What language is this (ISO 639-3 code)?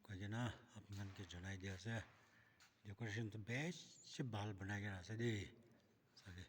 nag